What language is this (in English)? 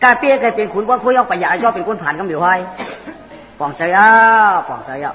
Shan